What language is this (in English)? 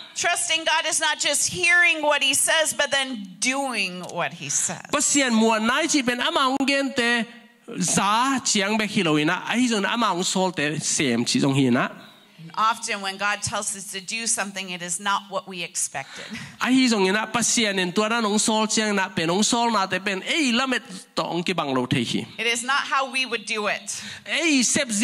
Tedim Chin